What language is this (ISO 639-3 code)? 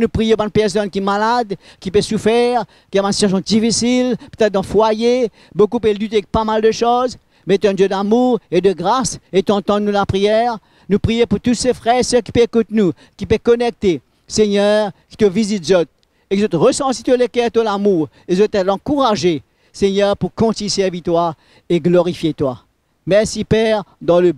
mfe